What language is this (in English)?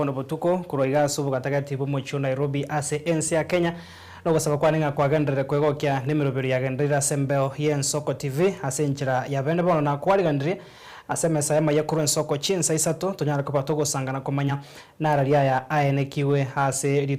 Gusii